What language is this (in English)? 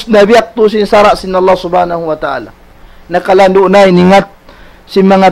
Tausug